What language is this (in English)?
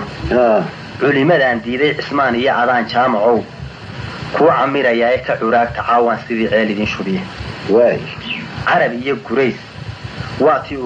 Somali